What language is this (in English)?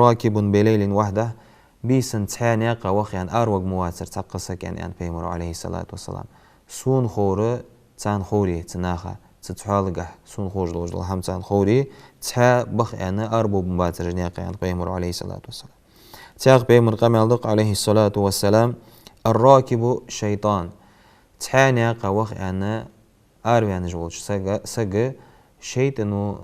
Ingush